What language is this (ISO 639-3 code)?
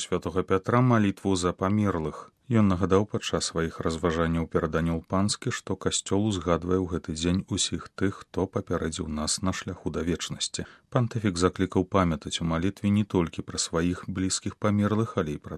bel